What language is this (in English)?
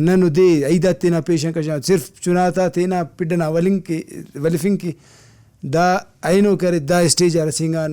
Brahui